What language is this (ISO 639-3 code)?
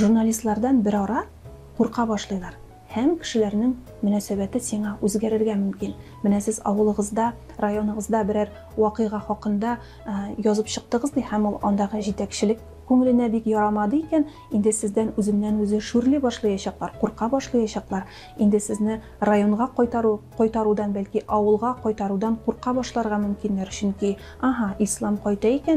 tat